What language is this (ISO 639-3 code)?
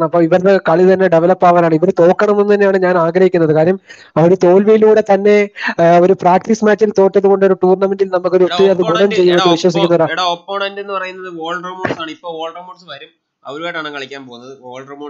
mal